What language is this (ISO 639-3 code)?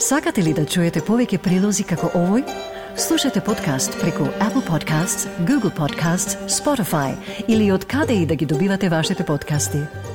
mkd